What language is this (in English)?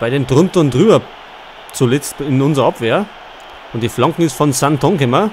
Bavarian